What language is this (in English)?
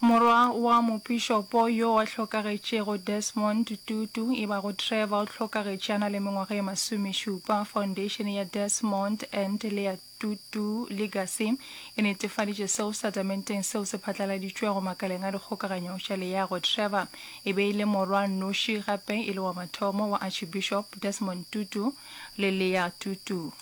Northern Sotho